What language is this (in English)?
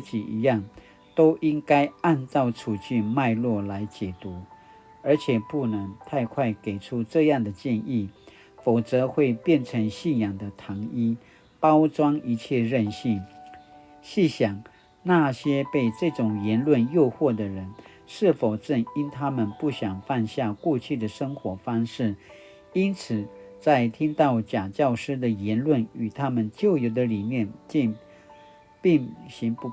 Paiwan